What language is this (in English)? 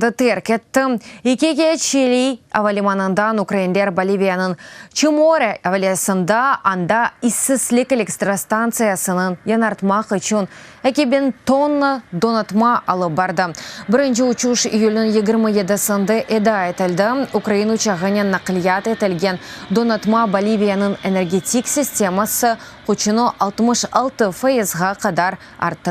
Crimean Tatar